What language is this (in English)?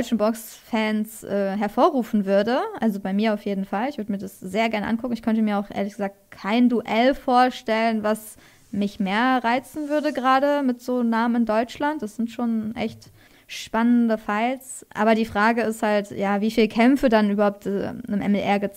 German